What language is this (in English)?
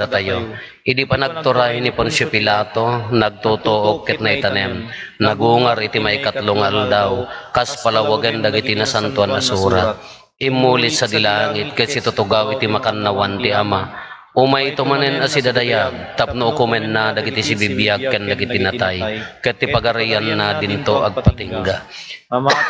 Iloko